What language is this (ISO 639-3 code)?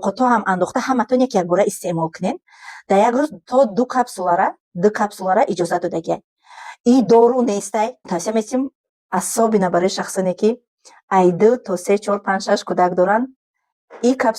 tgk